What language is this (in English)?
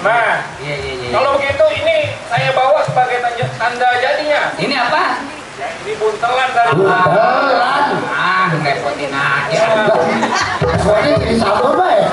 Betawi